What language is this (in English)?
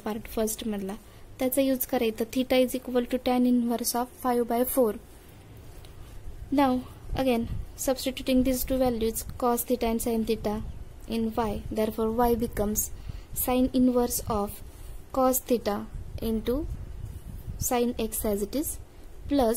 Marathi